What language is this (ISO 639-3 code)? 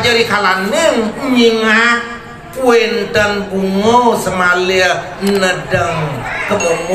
ban